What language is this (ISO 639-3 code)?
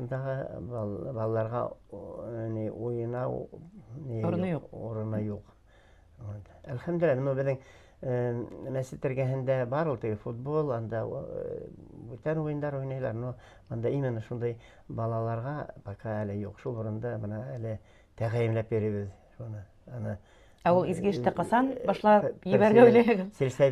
bak